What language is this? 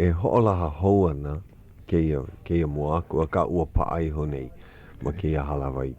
Hawaiian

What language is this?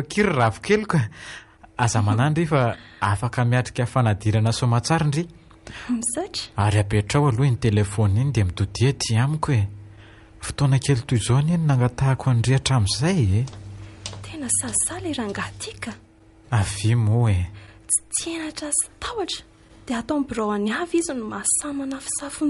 Malagasy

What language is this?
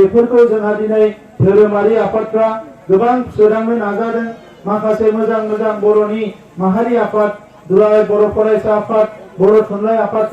Bodo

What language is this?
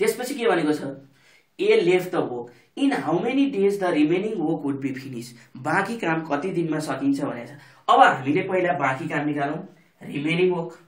Nepali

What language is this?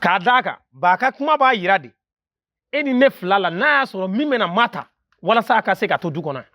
Bambara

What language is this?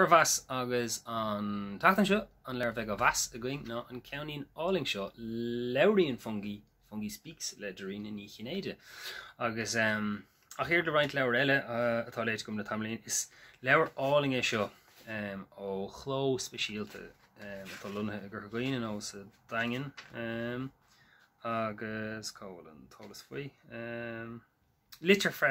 Irish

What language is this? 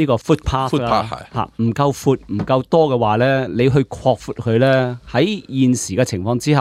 Cantonese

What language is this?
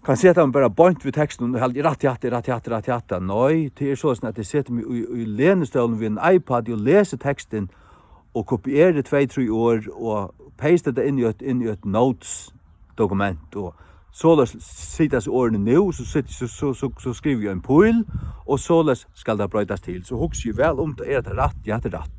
Faroese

